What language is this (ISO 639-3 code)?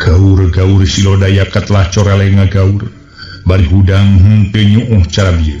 sun